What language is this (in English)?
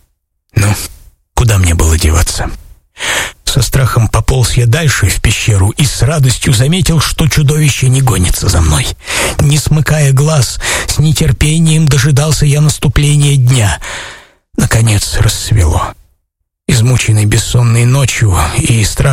Russian